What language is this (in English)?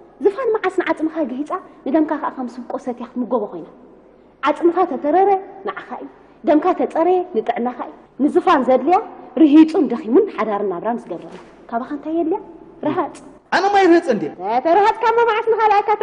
Tigrinya